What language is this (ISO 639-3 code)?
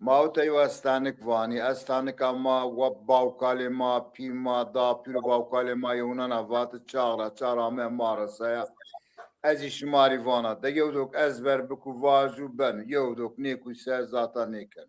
zza